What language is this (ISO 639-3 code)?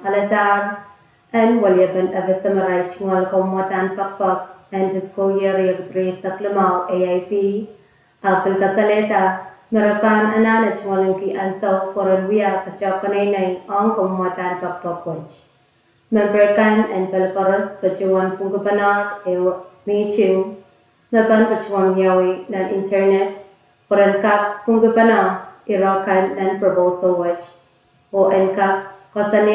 pon